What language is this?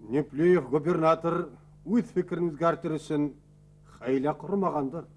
Bashkir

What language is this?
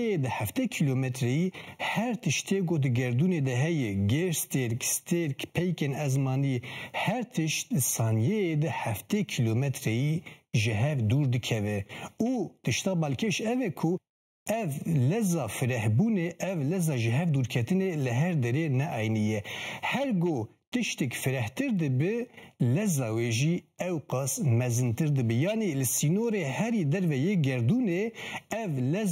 Kurdish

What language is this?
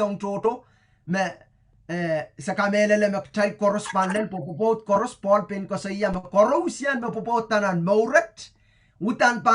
Pohnpeian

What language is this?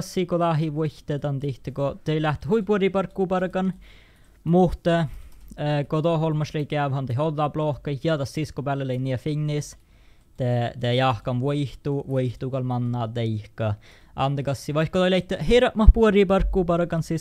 Northern Sami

